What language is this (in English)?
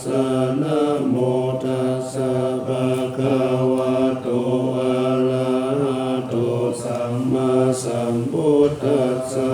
Pali